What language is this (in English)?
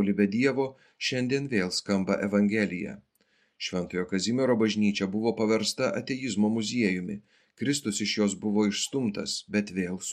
Lithuanian